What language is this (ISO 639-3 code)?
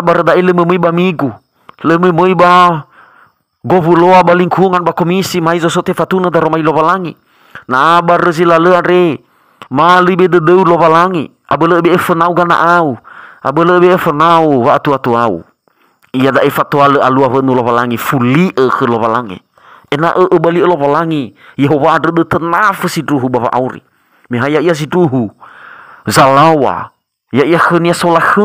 nia